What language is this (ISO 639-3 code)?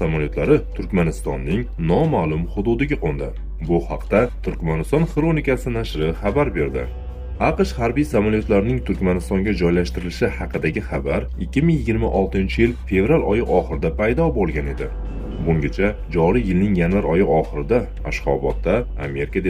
uzb